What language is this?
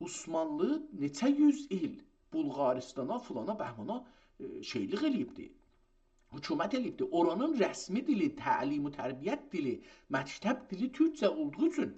South Azerbaijani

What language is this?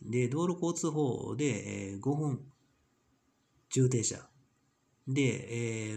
Japanese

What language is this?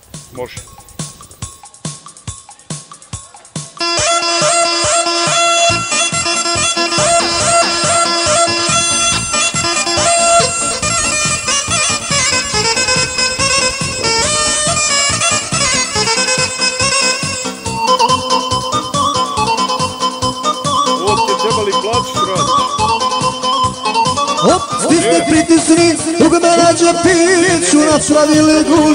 Croatian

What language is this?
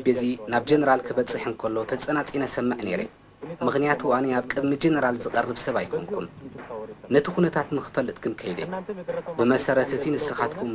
Tigrinya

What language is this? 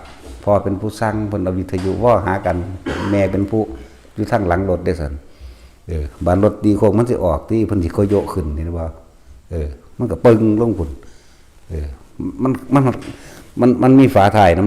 Northeastern Thai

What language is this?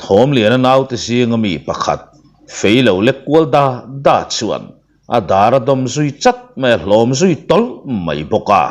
Mizo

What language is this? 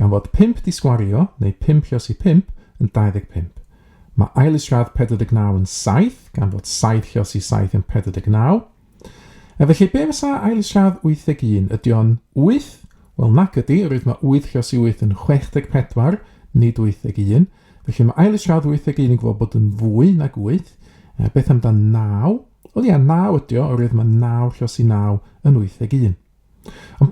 Welsh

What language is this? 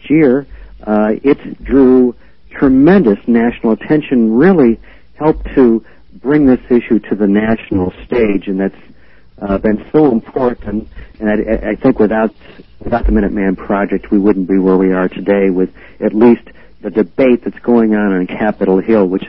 English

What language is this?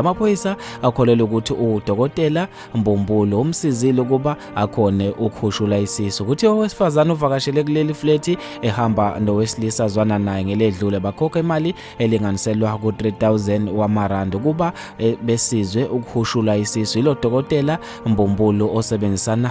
Zulu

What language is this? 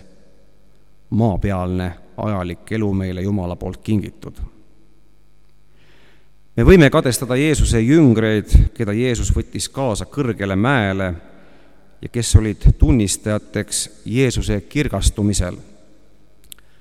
Estonian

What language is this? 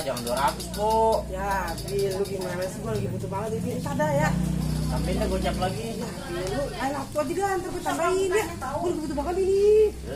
Betawi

